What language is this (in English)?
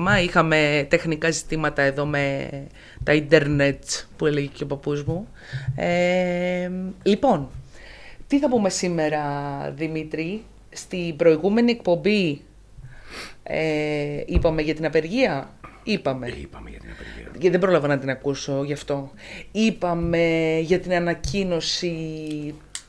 Greek